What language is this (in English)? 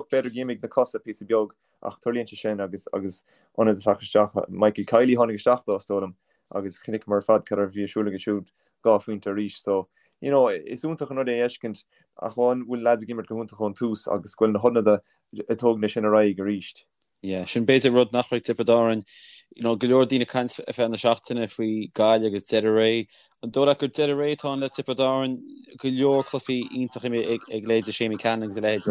Irish